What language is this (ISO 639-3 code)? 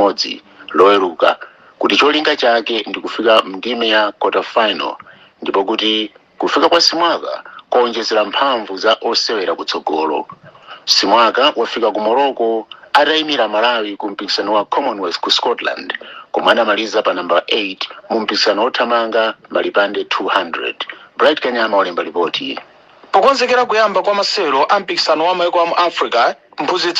nya